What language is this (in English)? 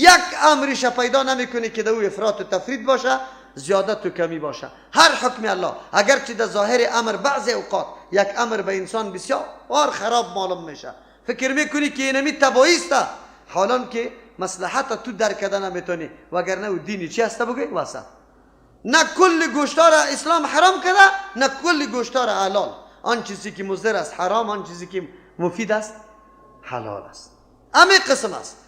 Persian